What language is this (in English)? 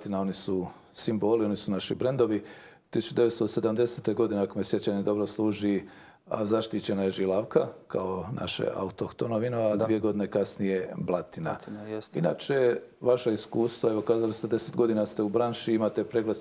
Bosnian